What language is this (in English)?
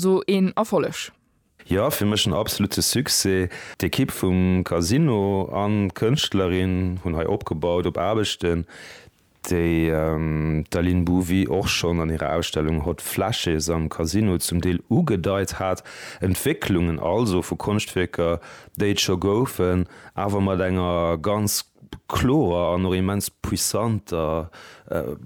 Luxembourgish